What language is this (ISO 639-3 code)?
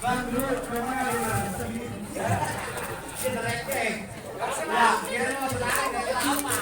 bew